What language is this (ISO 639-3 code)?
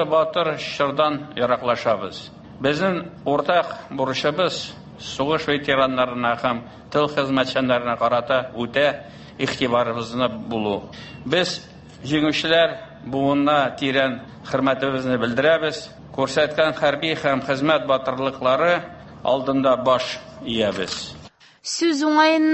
tat